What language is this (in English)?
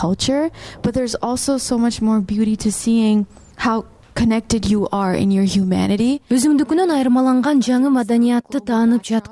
Kyrgyz